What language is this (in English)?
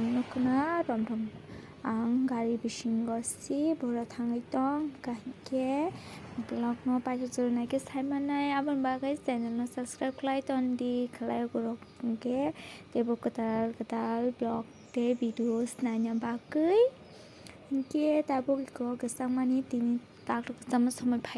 Kok Borok